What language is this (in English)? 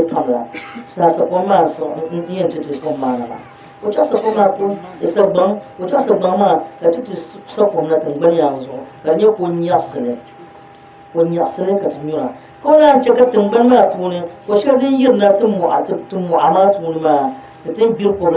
Dagbani